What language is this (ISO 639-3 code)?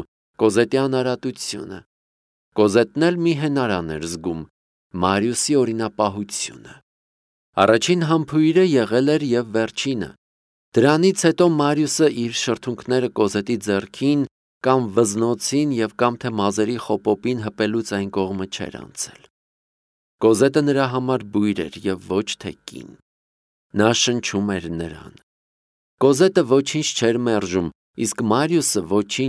hye